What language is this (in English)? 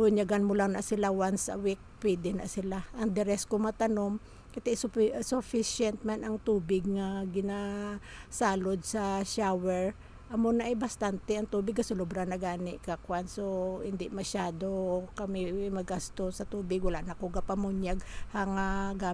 Hiligaynon